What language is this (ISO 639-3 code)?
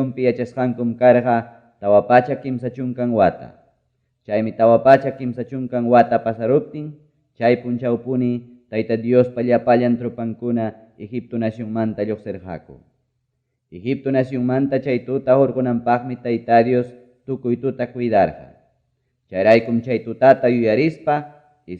quy